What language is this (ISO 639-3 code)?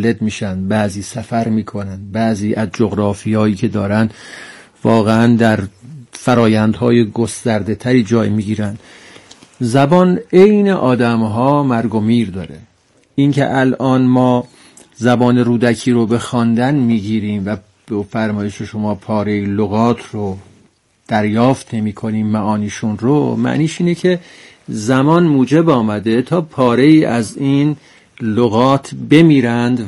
fas